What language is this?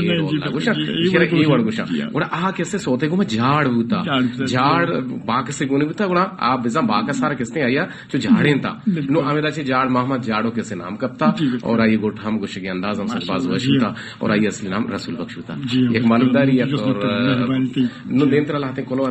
Baluchi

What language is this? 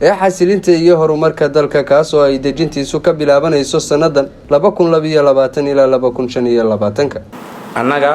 Somali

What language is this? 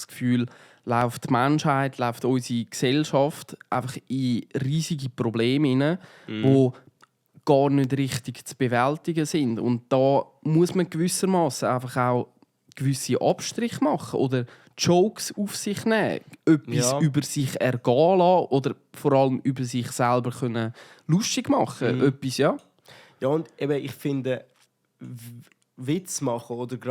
Swiss German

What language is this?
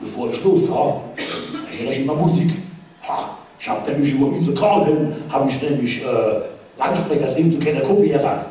Palatine German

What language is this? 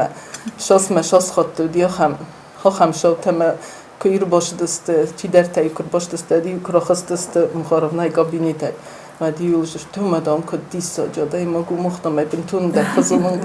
Ossetic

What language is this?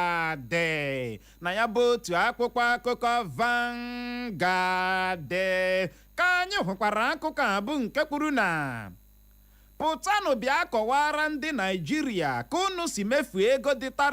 Igbo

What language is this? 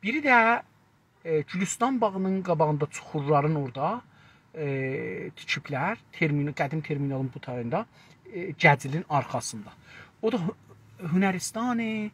South Azerbaijani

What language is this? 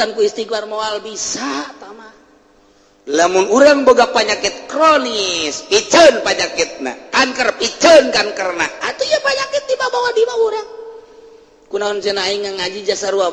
Sundanese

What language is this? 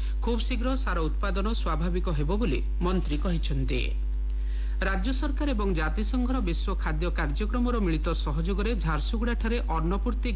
Odia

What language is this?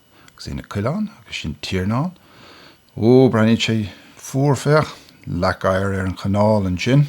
Irish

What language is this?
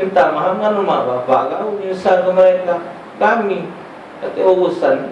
Musi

